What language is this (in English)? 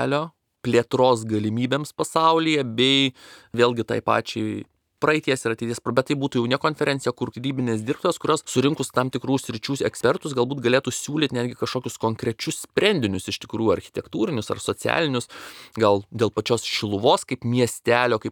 Lithuanian